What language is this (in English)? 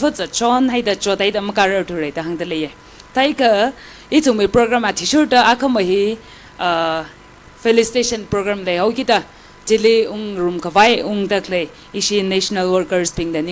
Tangkhul Naga (India)